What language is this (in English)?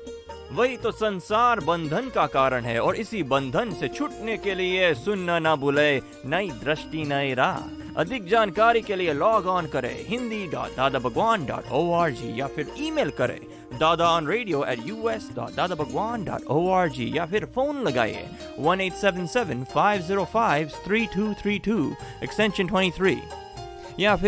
Hindi